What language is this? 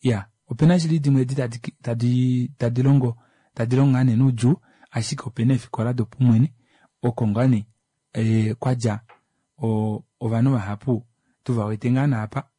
Kuanyama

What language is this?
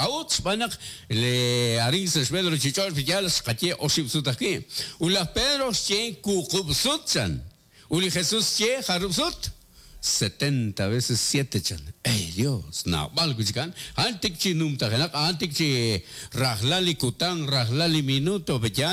Kekchí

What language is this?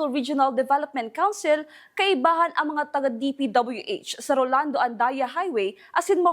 Bikol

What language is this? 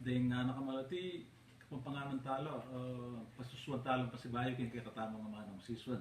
Pampanga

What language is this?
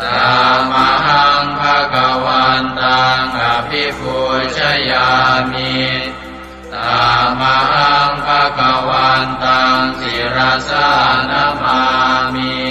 Pali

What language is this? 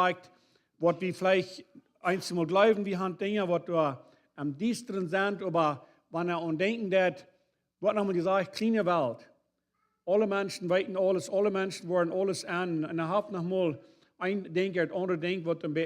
Plautdietsch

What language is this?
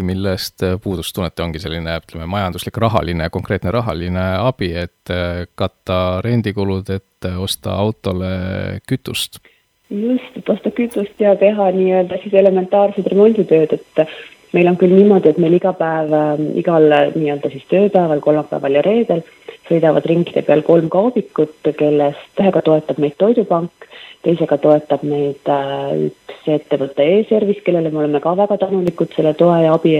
Estonian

